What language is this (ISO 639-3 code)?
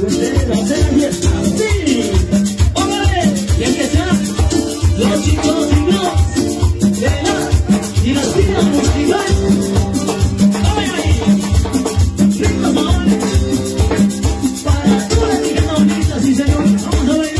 spa